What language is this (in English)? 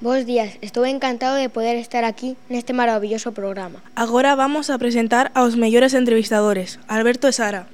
Galician